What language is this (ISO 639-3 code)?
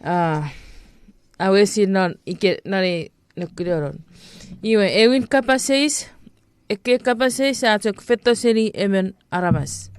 chk